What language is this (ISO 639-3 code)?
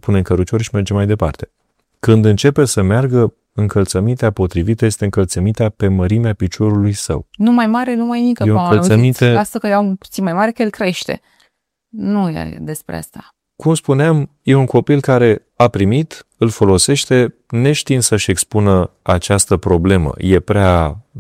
ron